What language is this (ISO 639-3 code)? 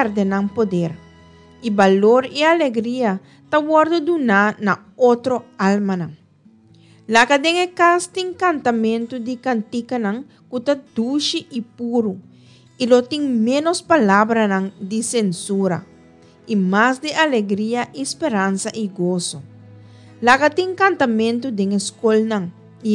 pap